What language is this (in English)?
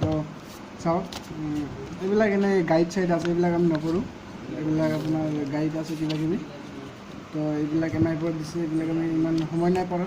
Assamese